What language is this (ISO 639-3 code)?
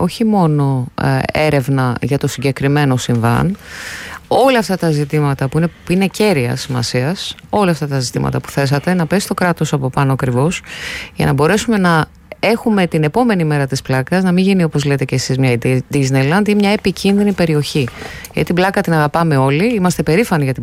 ell